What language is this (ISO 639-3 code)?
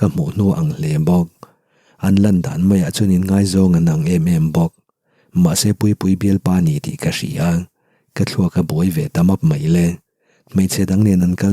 lus